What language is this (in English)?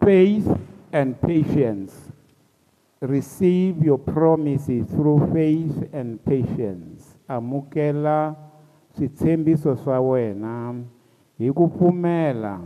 Tsonga